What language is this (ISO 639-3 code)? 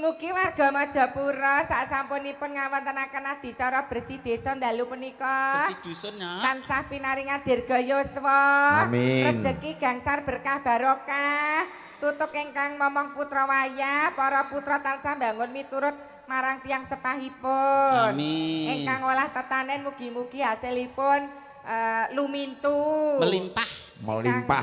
jav